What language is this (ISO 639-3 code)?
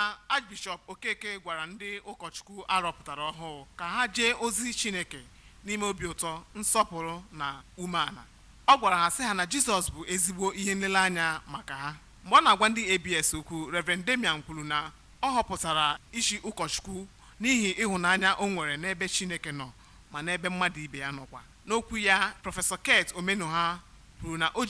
ibo